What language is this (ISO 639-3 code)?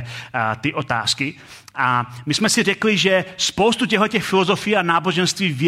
ces